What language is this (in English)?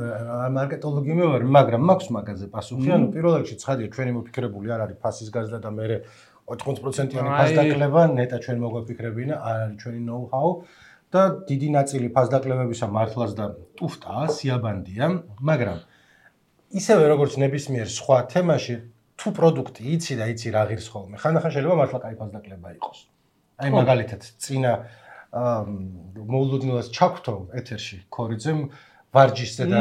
Georgian